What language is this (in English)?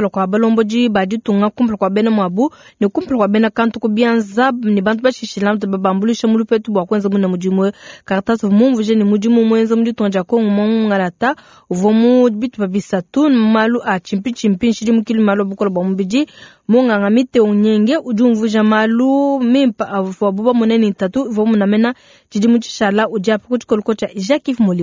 Luba-Lulua